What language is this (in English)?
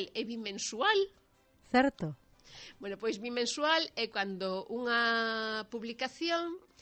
Galician